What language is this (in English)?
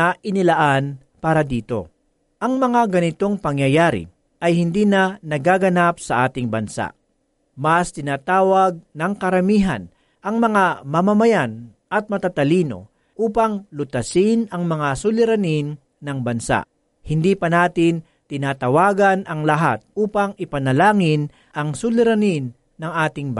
Filipino